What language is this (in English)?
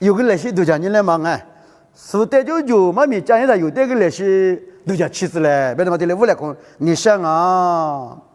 Lisu